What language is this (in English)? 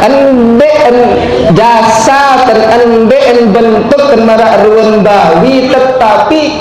Sasak